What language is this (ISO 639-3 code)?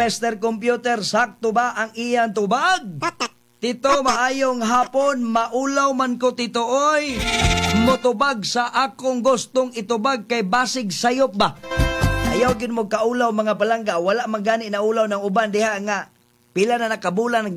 ceb